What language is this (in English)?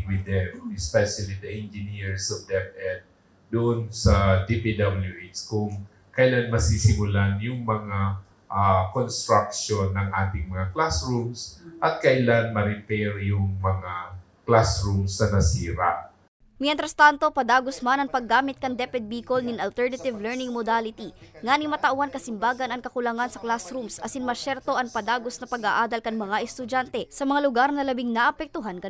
Bikol